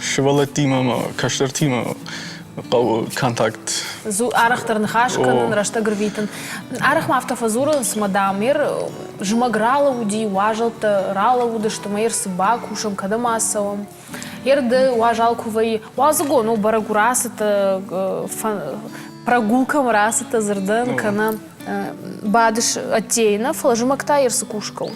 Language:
Ossetic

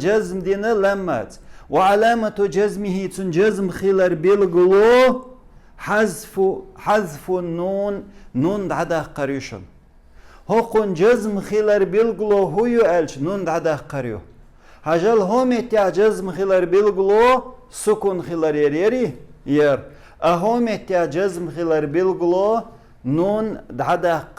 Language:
Chechen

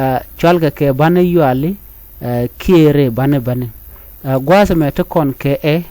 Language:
Nuer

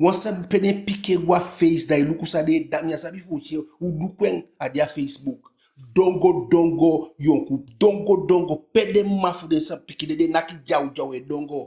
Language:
Eastern Maroon Creole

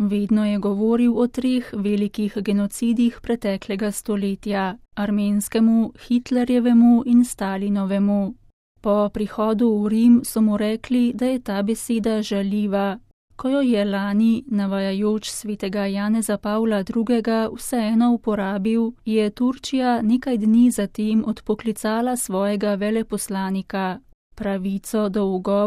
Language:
Slovenian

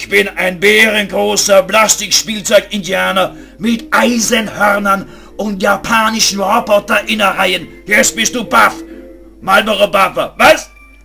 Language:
Bavarian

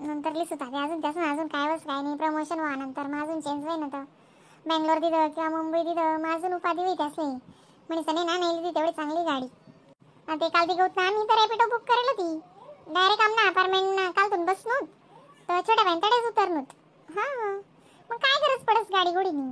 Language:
Khandesi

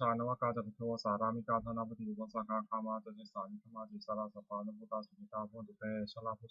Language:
Pali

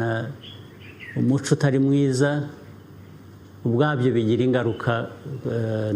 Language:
Kinyarwanda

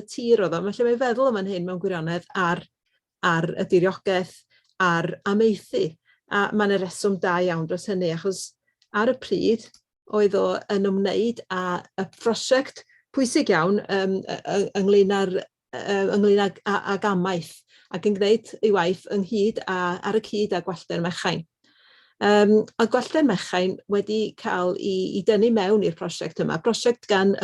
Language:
Welsh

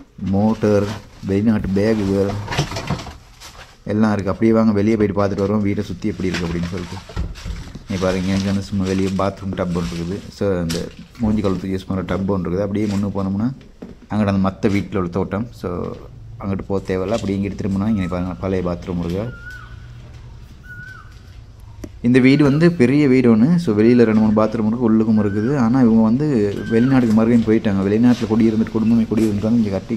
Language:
Tamil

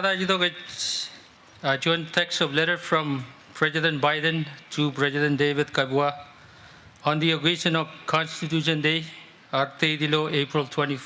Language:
Marshallese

